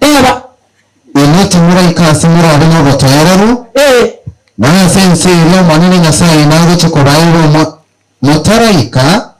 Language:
Gusii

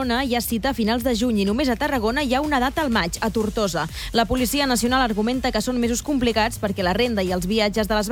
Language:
Catalan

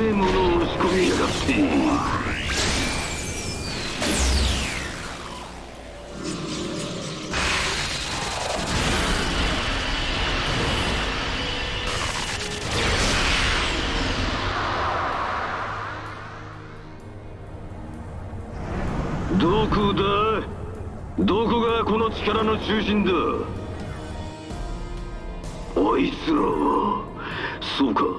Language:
Japanese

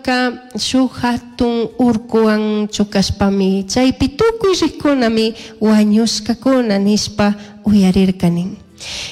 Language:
Chimborazo Highland Quichua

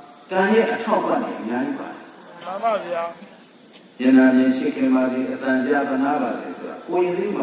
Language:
Burmese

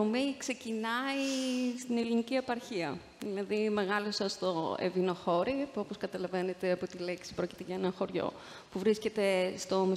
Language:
Greek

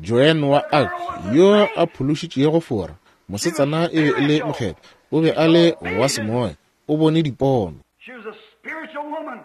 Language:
Northern Sotho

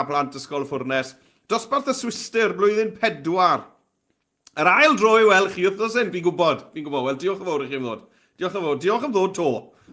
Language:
Welsh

